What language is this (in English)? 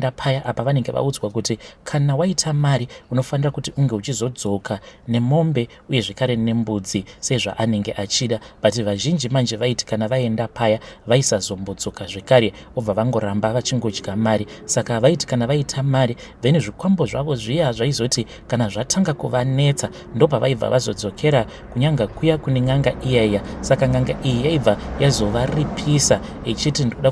Shona